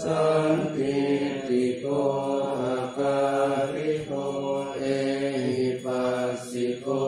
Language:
Pali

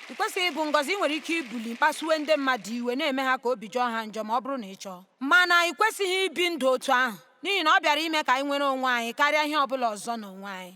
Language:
Igbo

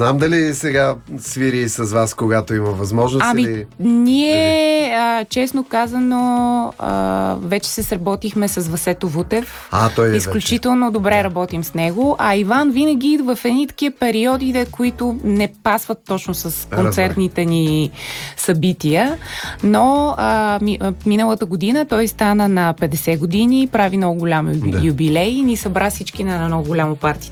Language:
Bulgarian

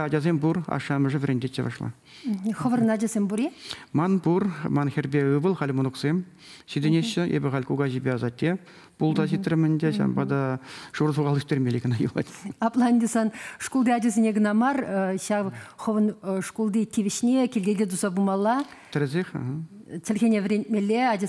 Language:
Chuvash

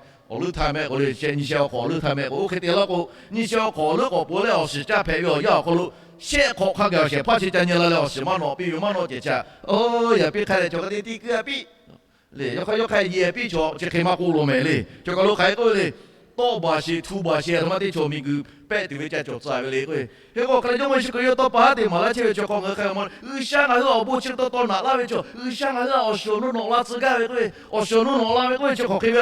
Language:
Lahu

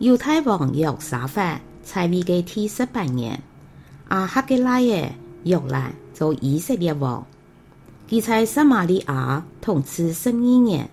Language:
Hakka Chinese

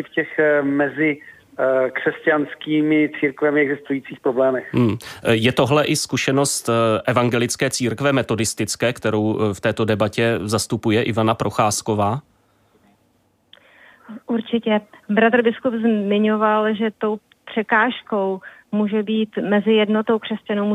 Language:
Czech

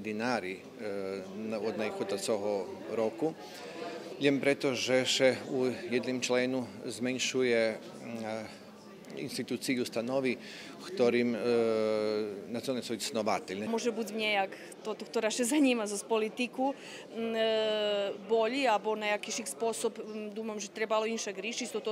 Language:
Rusyn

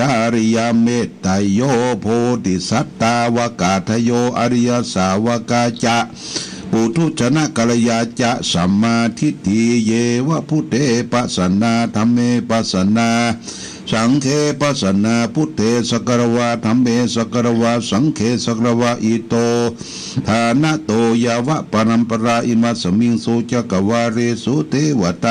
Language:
Pali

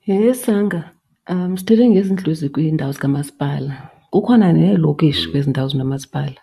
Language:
Xhosa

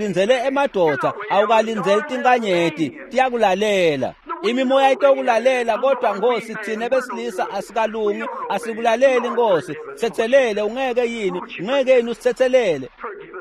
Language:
Swati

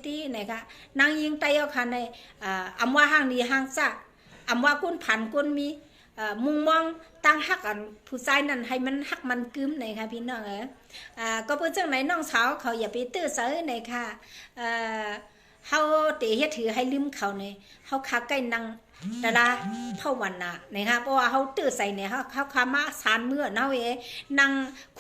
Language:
Shan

